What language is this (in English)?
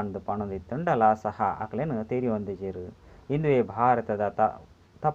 Tulu